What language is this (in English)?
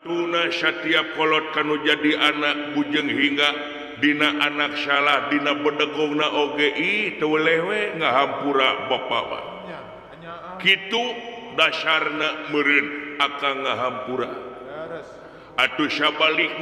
Sundanese